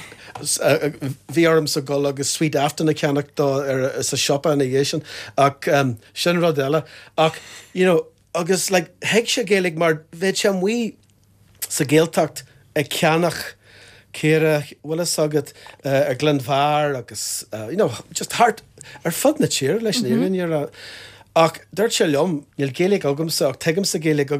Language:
Irish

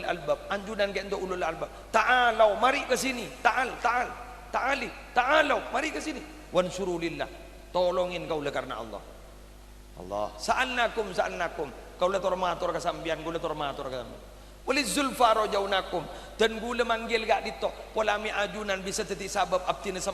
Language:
Madurese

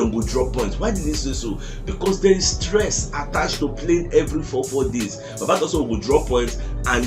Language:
Nigerian Pidgin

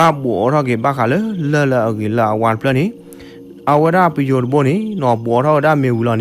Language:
S'gaw Karen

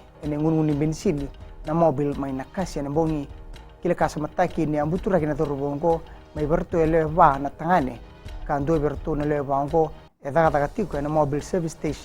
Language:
Fijian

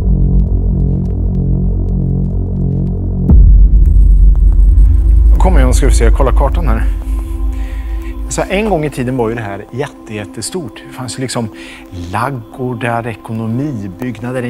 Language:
Swedish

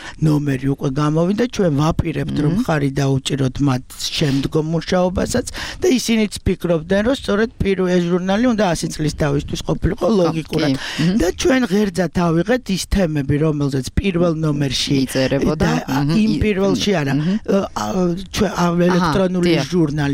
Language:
Georgian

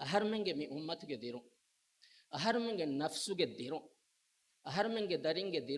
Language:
Divehi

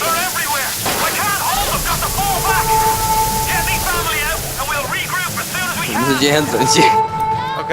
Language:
Faroese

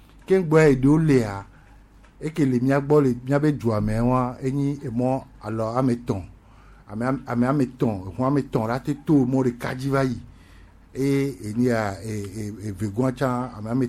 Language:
Gen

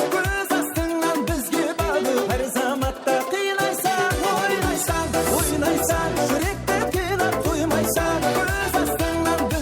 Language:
Kara-Kalpak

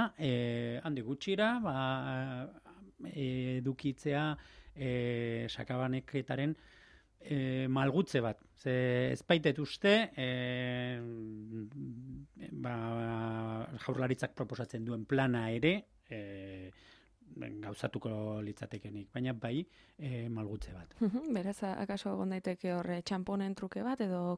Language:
Basque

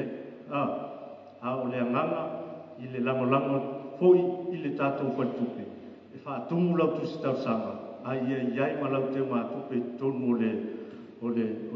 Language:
Samoan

